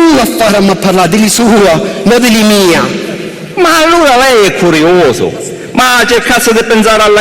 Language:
Sicilian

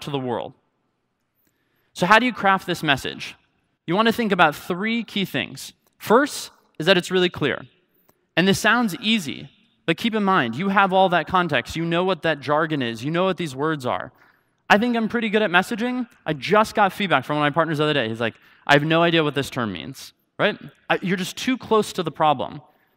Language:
English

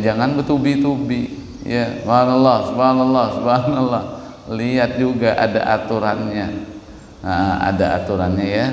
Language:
Banjar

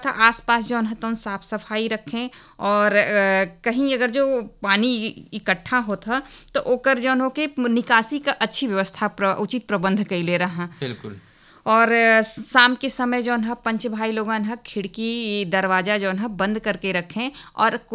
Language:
Bhojpuri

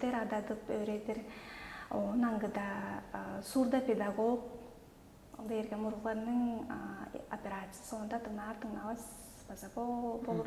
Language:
Tuvinian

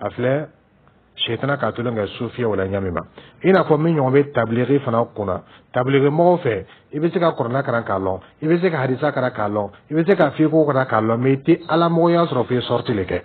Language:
Dyula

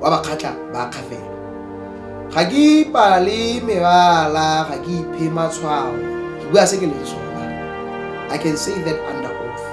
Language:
Tswana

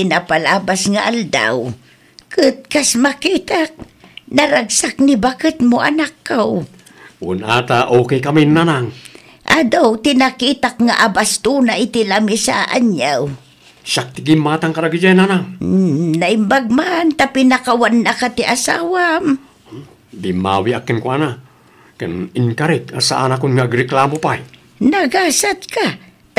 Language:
Iloko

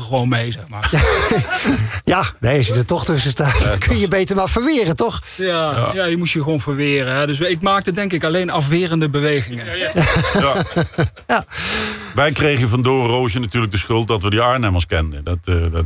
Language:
Dutch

